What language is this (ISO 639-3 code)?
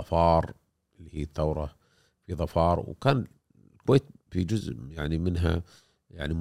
afb